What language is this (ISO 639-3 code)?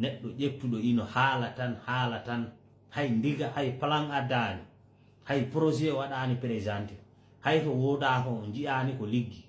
ful